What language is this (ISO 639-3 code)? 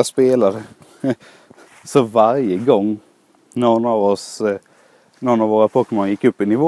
swe